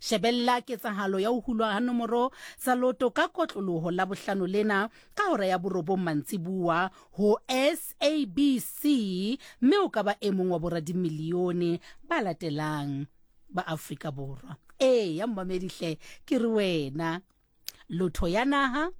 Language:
Southern Sotho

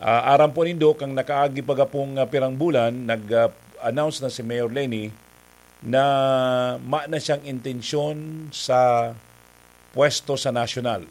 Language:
Bikol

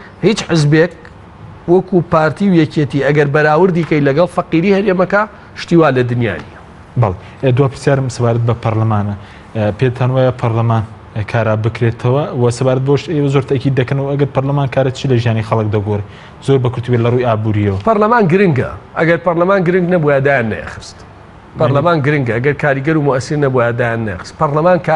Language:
Central Kurdish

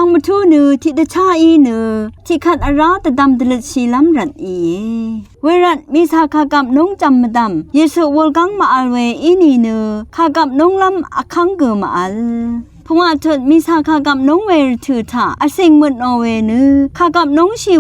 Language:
Rawang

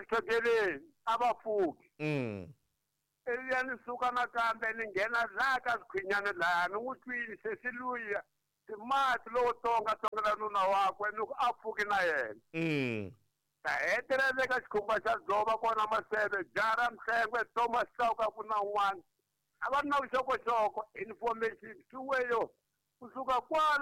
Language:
Tsonga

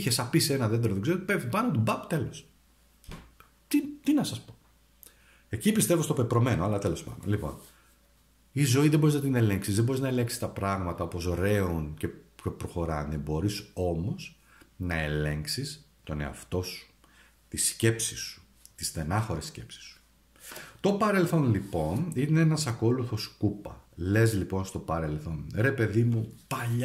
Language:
Greek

